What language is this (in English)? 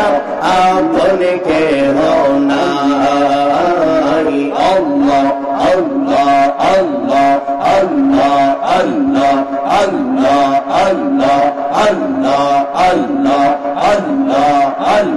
Bangla